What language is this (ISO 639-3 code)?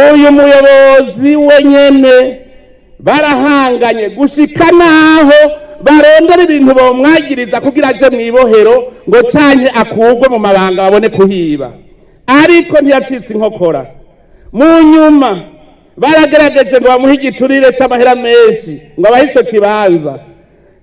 run